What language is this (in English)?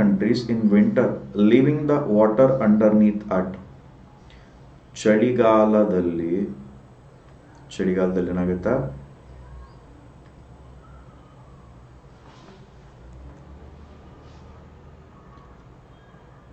Kannada